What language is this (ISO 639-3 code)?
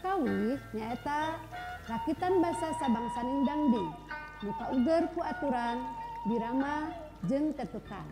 sun